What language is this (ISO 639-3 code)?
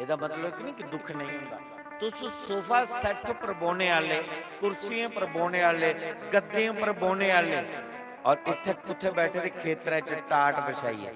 doi